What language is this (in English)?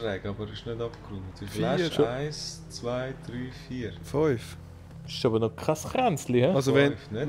Swiss German